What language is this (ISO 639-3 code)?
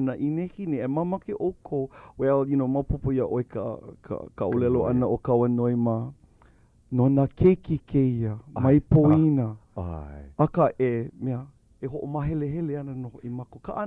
haw